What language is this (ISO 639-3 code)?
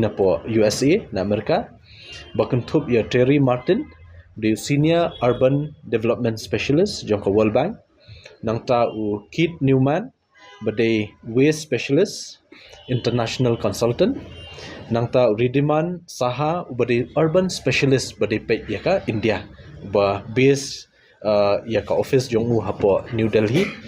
kha